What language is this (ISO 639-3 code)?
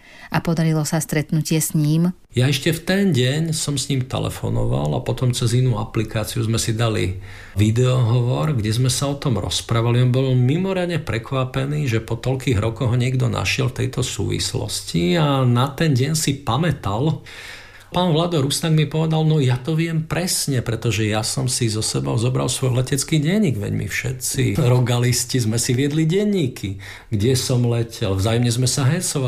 slk